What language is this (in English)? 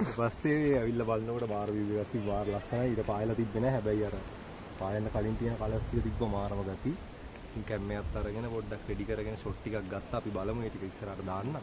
Sinhala